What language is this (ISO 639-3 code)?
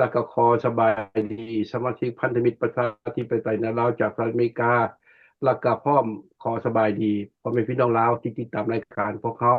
lao